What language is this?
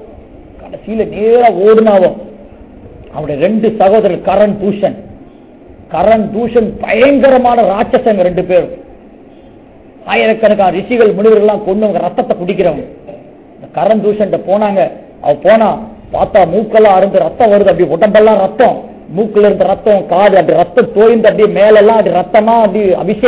Tamil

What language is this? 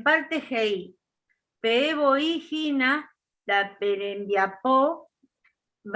Guarani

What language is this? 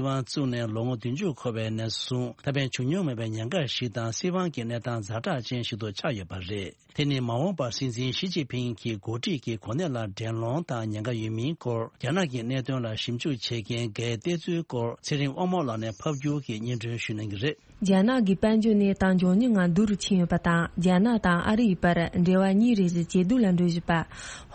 Tibetan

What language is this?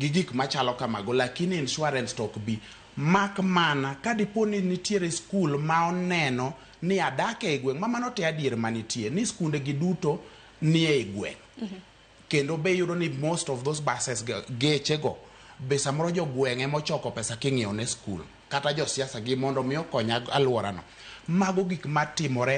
Luo (Kenya and Tanzania)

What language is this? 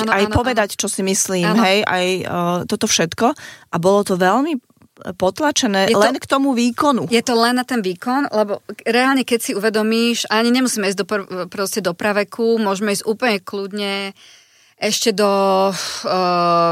Slovak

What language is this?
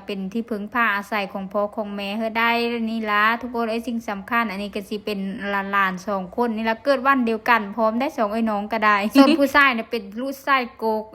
Lao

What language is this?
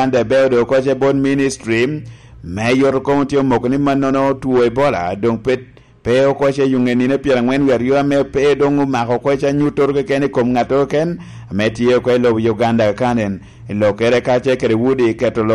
Lango (Uganda)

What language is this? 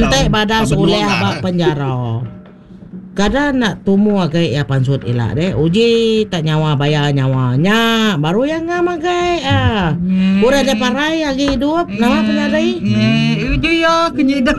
Iban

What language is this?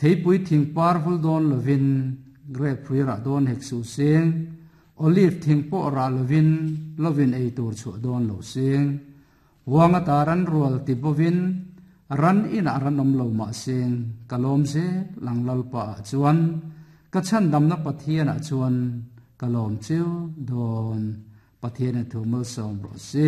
Mizo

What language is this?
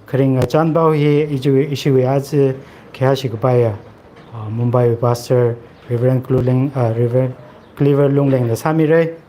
Tangkhul Naga (India)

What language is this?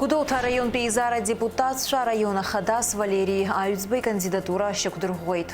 Abkhazian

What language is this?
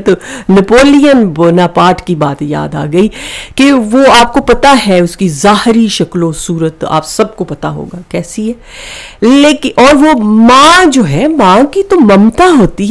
Urdu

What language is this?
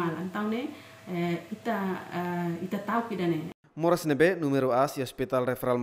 Tetum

